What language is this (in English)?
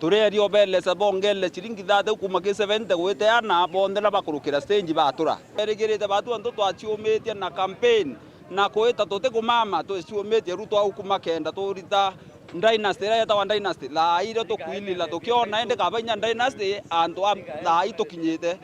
Meru